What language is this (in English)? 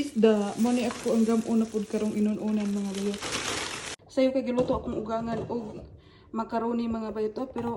Cebuano